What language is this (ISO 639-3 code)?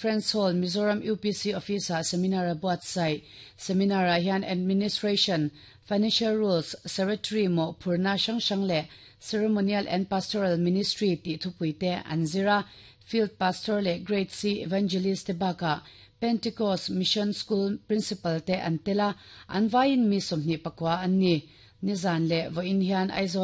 lus